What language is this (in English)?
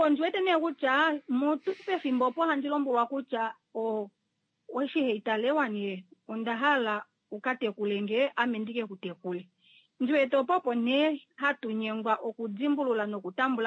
Kuanyama